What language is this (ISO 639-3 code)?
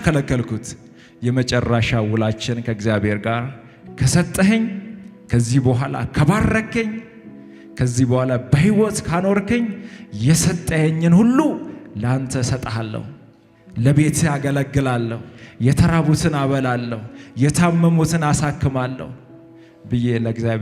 amh